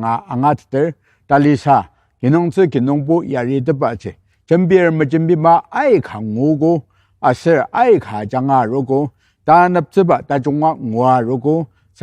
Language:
Ao Naga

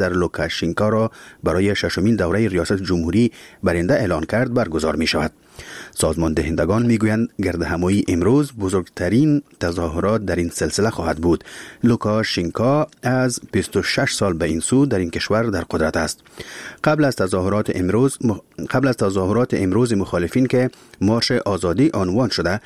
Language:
Persian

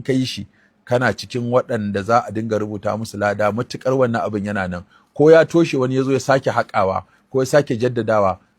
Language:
Hausa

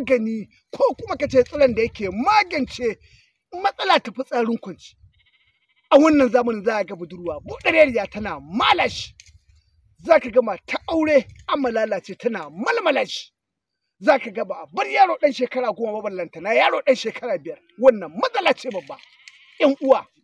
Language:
Hausa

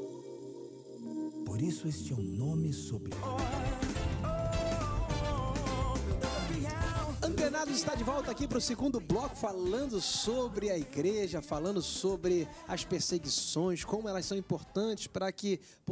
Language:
Portuguese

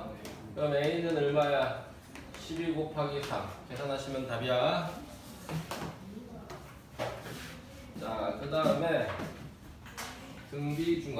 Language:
Korean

